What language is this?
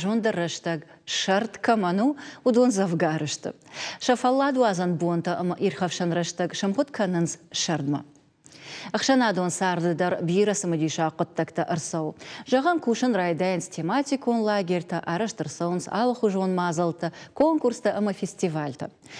Ossetic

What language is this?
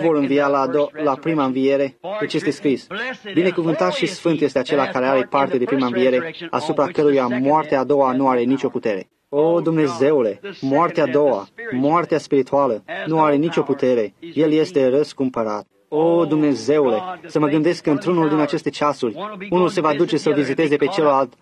Romanian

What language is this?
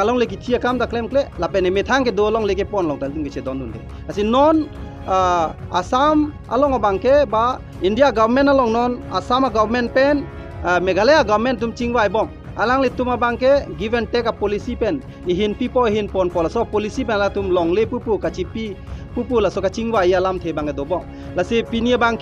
Karbi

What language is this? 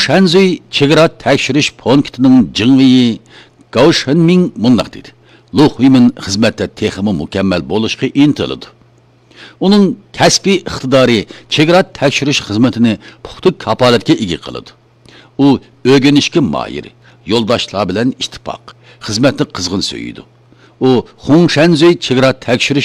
Uyghur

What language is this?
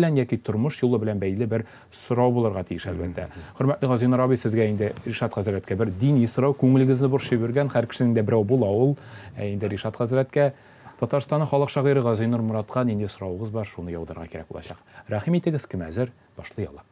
Tatar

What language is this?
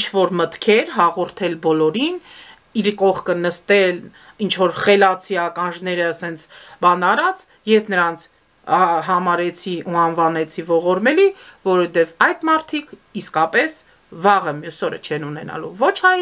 Armenian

